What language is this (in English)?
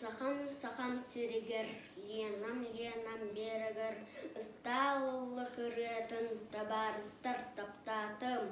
Yakut